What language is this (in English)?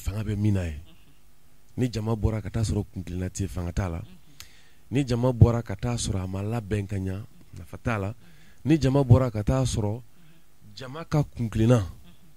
Bambara